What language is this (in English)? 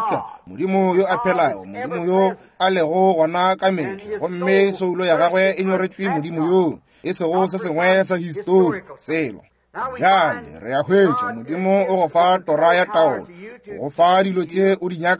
Northern Sotho